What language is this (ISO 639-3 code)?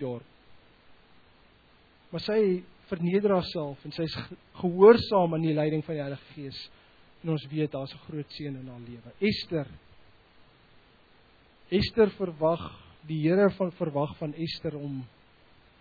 afr